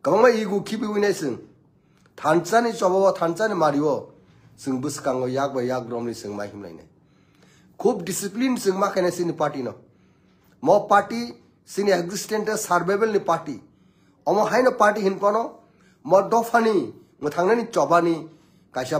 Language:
Kok Borok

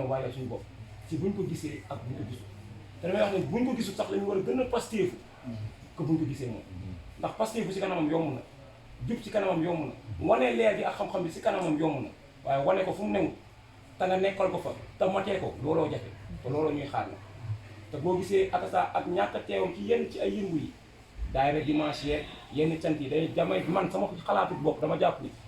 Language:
Wolof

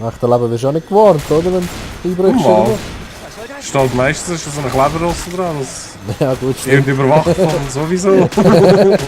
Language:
Swiss German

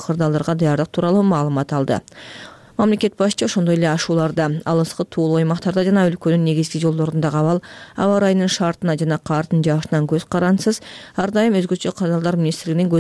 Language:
Kyrgyz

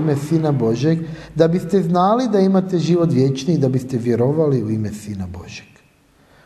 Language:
Croatian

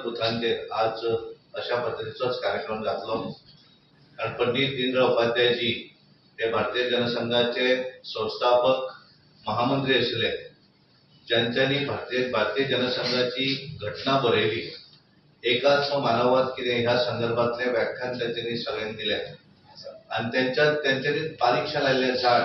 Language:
Konkani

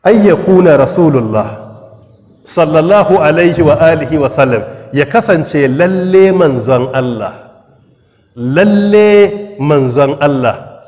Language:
Hausa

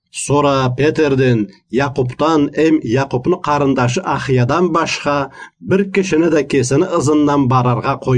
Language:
Karachay-Balkar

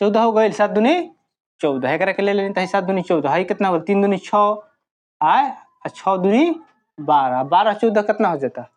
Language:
Bhojpuri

